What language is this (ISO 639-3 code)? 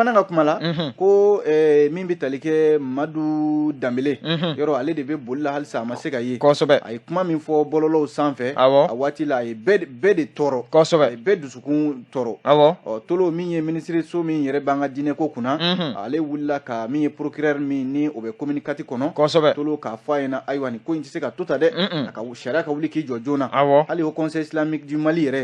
bam